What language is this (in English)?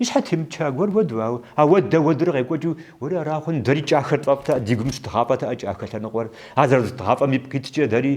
Kabardian